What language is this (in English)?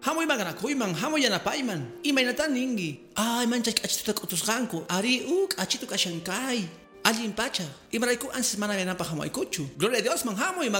Quechua